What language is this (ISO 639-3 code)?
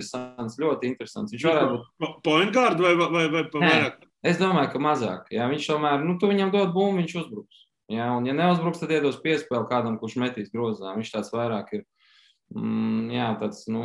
lav